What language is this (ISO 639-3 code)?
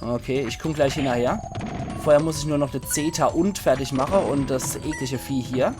pfl